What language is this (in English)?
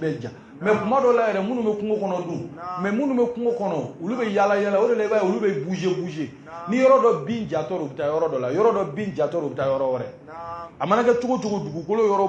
Bambara